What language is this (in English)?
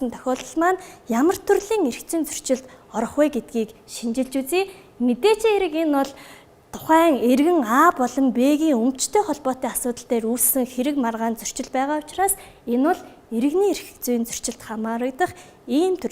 Mongolian